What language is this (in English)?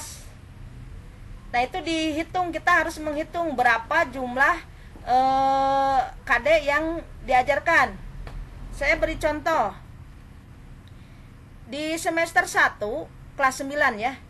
Indonesian